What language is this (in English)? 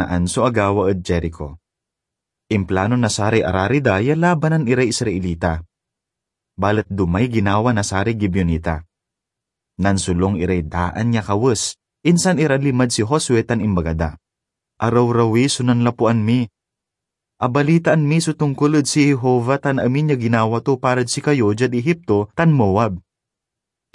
Pangasinan